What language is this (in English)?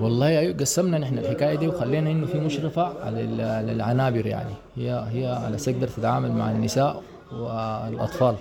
Sudanese Arabic